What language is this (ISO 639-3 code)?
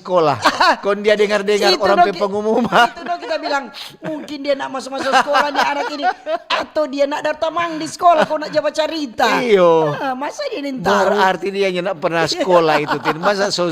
xmm